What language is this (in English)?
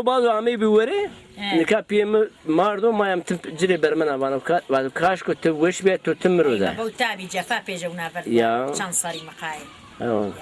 Zaza